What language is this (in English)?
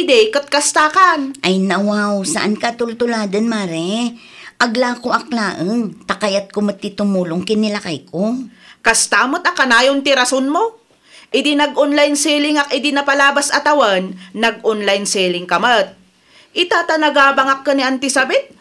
Iloko